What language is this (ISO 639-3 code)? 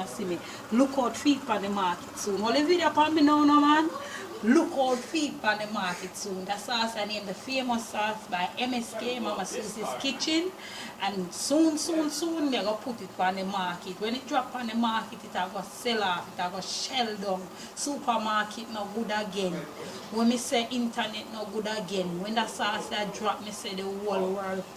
jam